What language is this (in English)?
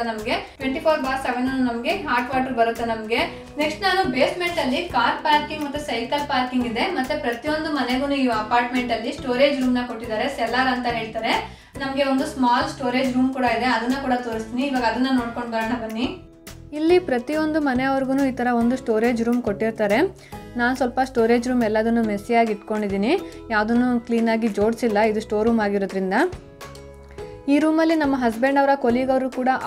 Kannada